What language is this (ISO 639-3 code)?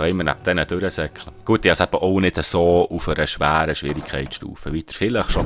gsw